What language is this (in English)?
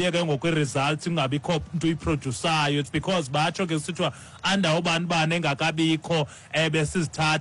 Xhosa